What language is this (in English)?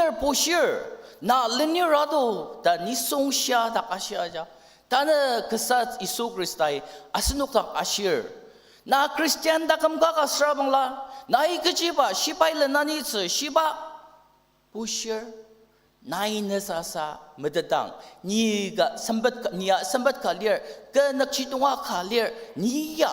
Ao Naga